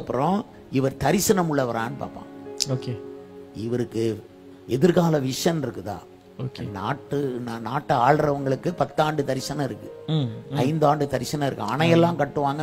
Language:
Tamil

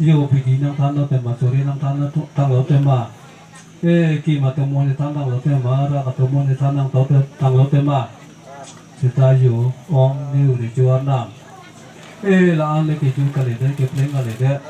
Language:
Karbi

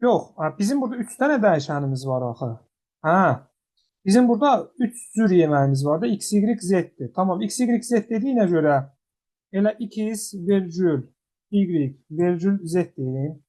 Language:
Azerbaijani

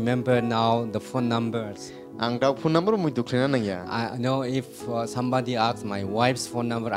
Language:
Kok Borok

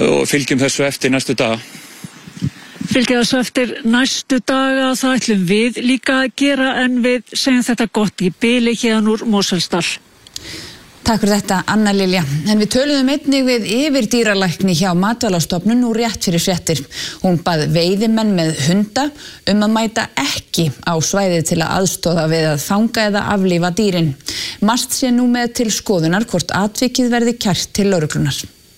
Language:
Icelandic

